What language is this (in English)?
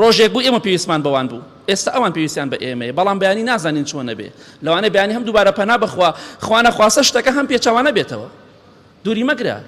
Central Kurdish